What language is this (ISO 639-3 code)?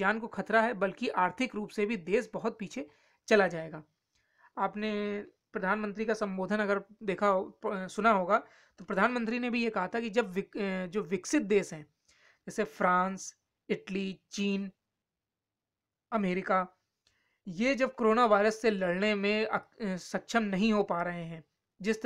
hin